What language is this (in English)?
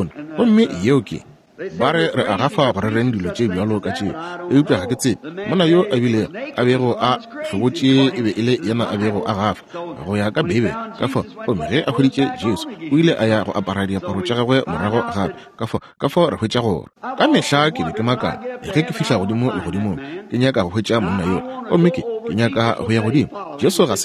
Northern Sotho